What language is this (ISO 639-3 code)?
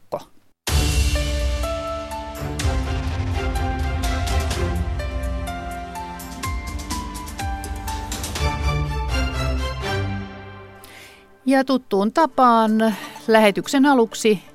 fin